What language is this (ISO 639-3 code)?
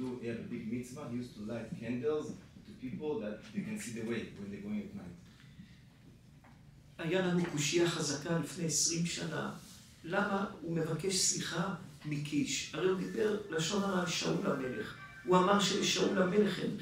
heb